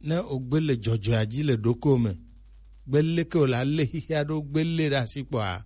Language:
Gen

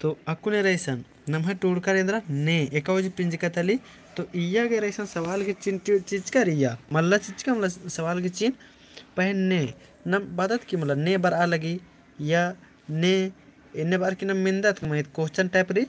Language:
Kurukh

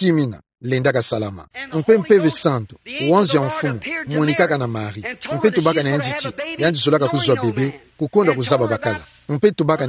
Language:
Kituba (Democratic Republic of Congo)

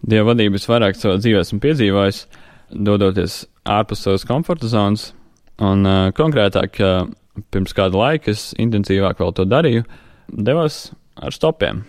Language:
Latvian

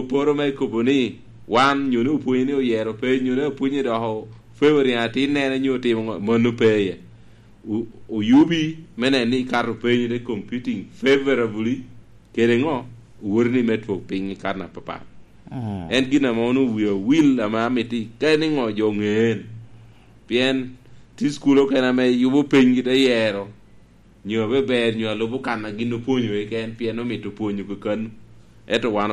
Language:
Lango (Uganda)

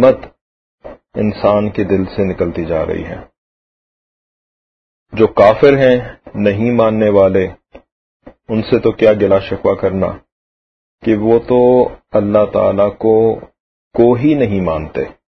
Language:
Urdu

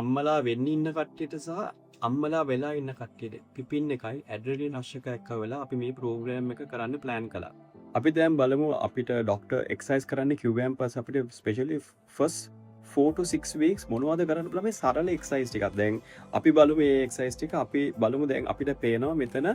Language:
Sinhala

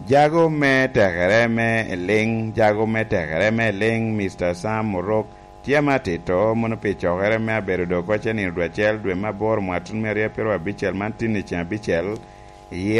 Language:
Lango (Uganda)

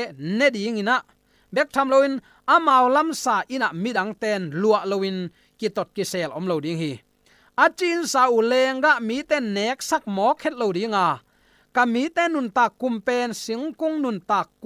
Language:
Tedim Chin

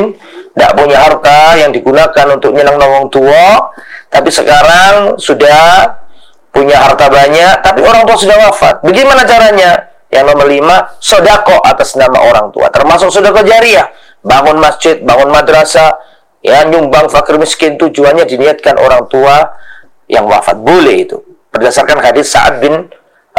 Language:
Indonesian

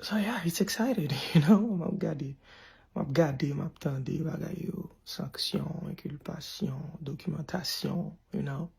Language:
Haitian Creole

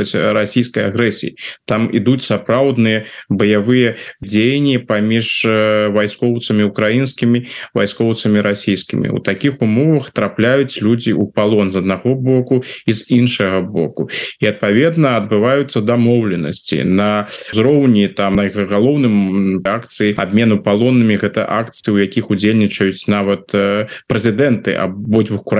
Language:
Belarusian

